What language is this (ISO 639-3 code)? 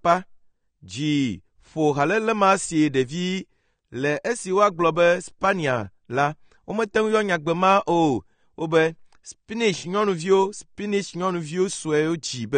ewe